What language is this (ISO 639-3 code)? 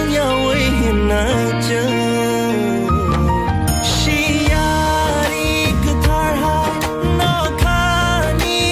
ria